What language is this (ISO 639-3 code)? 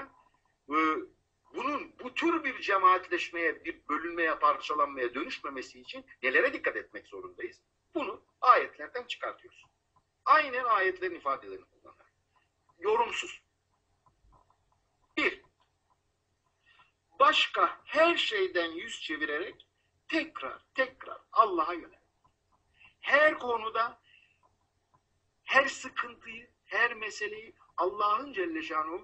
tur